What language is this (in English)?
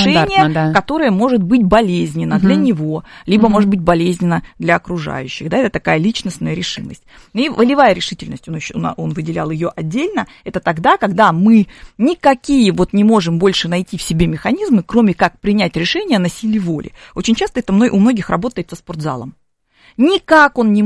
Russian